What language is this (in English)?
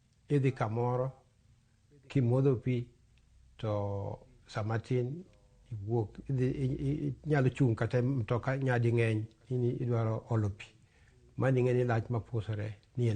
Luo (Kenya and Tanzania)